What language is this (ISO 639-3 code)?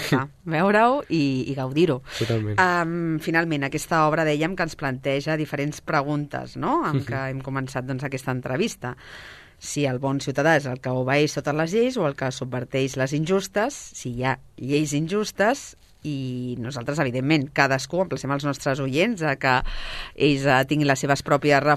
cat